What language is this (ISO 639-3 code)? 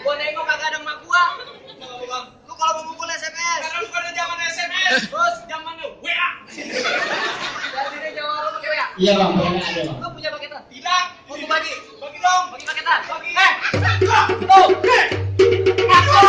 bew